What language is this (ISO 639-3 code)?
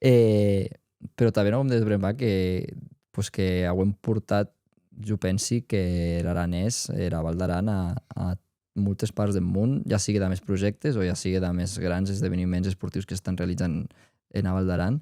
oci